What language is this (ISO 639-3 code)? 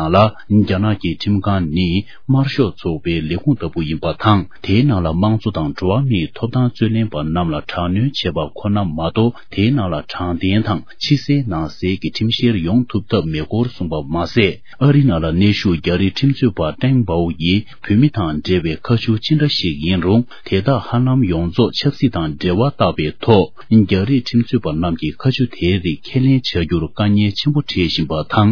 bod